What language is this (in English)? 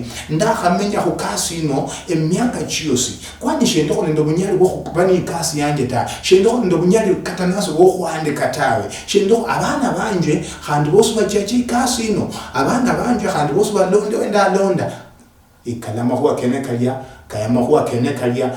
Luyia